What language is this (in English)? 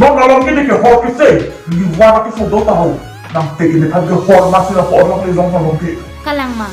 Karbi